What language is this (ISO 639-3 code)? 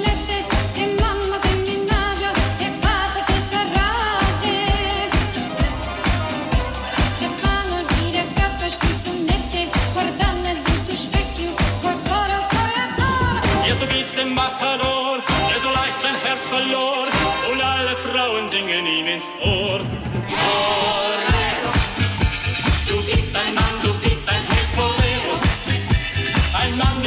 ita